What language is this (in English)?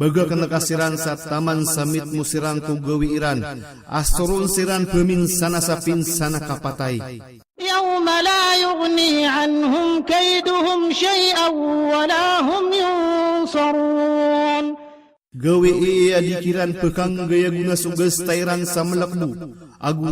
Maranao